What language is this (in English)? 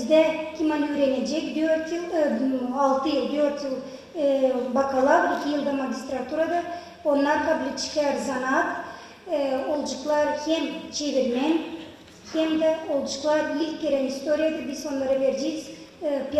Gagauz